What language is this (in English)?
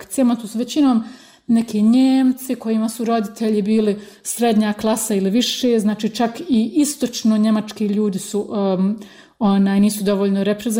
Bosnian